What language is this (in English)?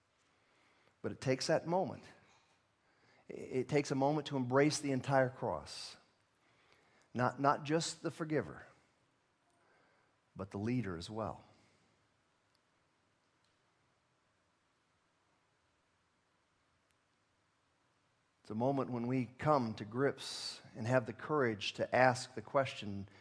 English